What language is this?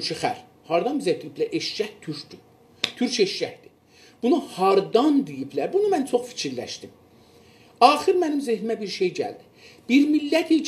South Azerbaijani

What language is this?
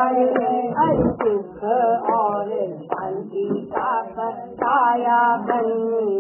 Gujarati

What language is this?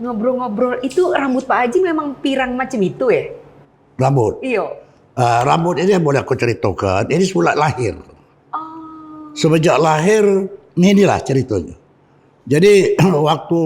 Musi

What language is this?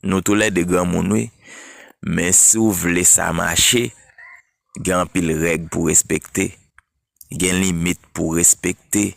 Haitian Creole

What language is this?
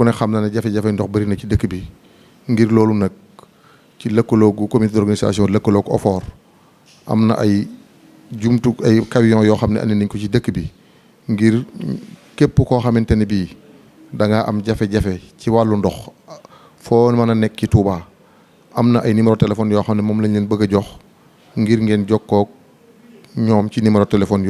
Wolof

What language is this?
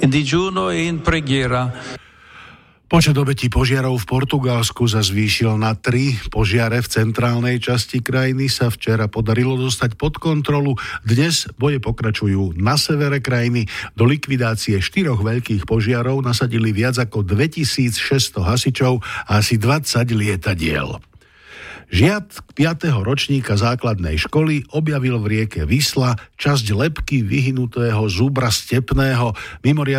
Slovak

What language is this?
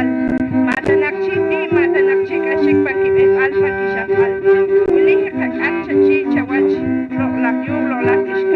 Poqomchi'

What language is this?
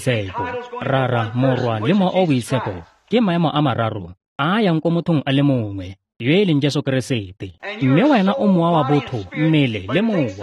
Tswana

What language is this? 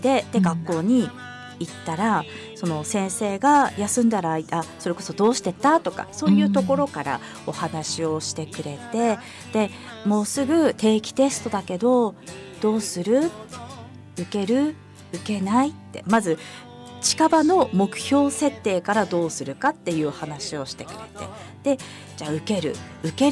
Japanese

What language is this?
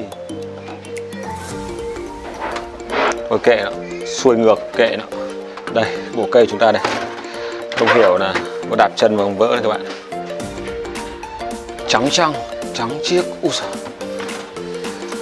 Vietnamese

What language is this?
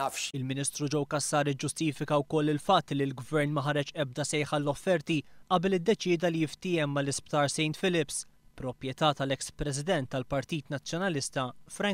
Maltese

